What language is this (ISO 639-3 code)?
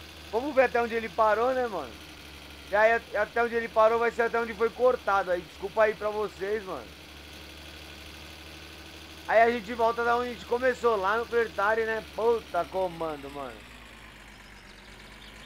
por